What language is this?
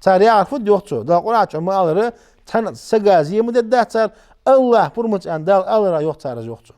Ingush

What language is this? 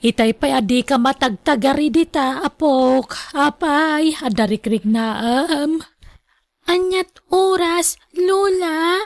Iloko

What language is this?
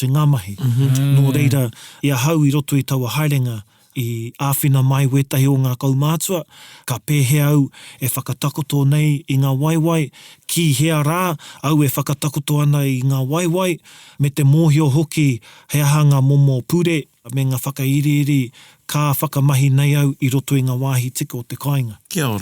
Māori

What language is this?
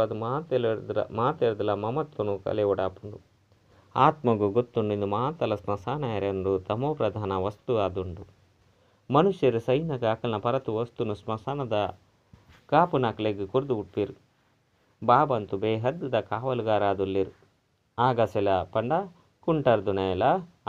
Tulu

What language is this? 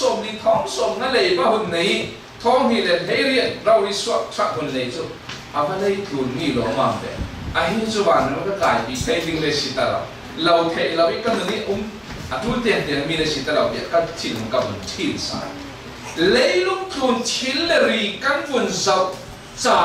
Falam Chin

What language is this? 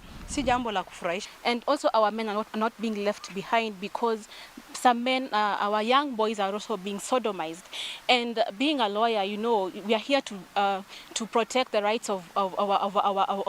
Meru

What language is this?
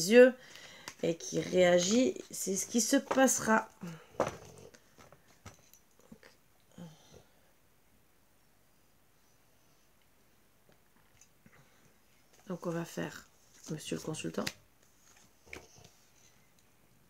French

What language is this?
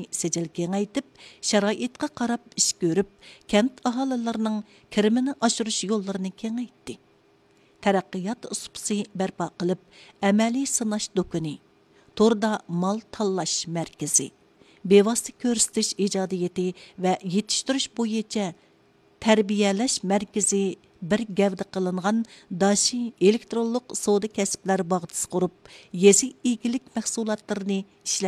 Uyghur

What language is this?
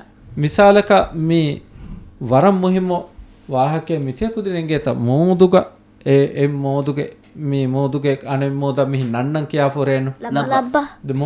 Divehi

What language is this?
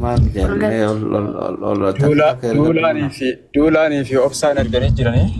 Oromo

